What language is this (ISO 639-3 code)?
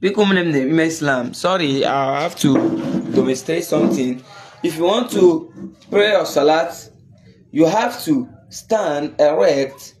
ibo